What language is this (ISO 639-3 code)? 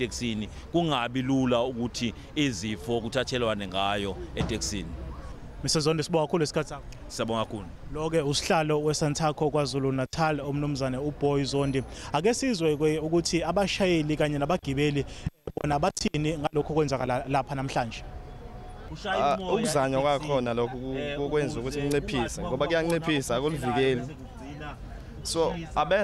zul